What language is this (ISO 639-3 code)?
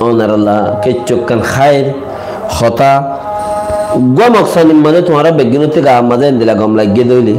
rhg